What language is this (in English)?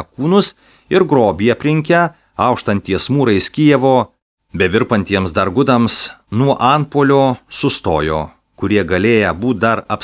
Lithuanian